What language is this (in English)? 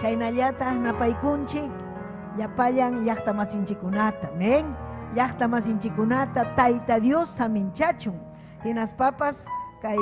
Ayacucho Quechua